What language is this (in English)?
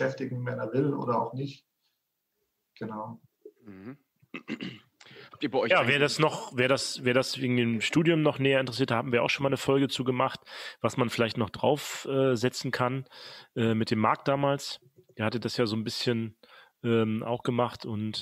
German